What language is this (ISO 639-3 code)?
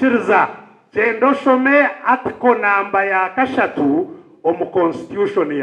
nyn